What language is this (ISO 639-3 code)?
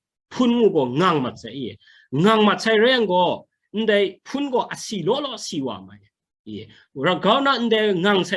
kac